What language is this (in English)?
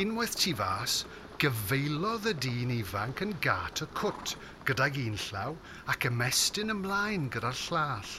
Welsh